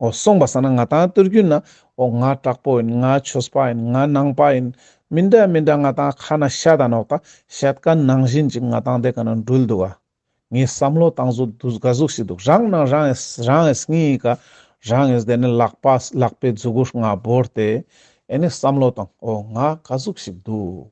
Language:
Ladakhi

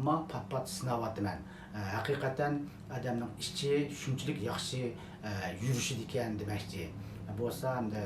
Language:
Uyghur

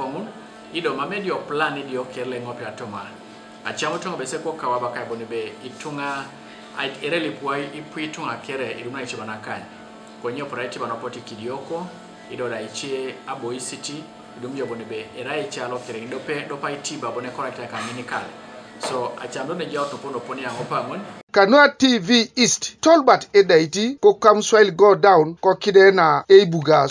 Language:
Teso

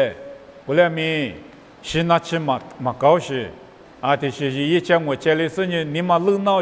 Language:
Lisu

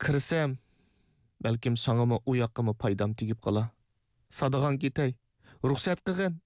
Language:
Uyghur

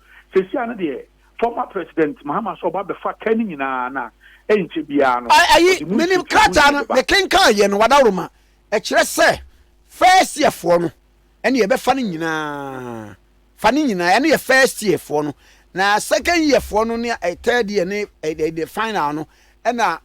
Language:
Akan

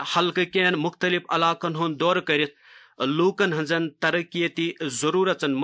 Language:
Kashmiri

